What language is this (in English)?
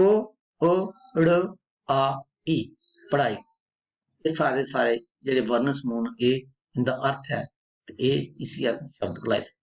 Dogri